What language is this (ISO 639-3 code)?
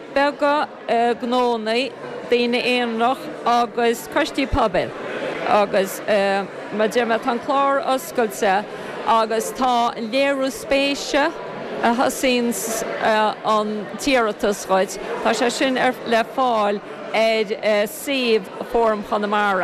gle